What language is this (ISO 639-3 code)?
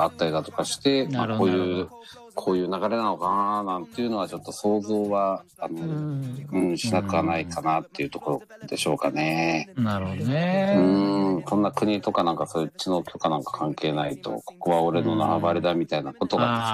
jpn